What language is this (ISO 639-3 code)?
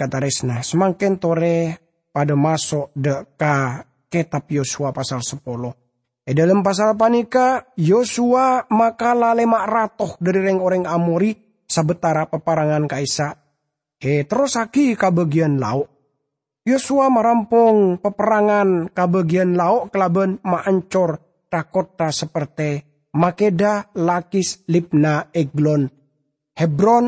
mad